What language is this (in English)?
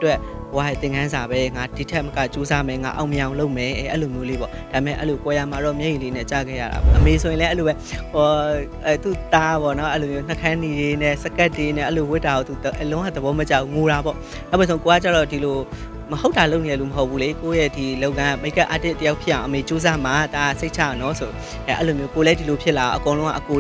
Burmese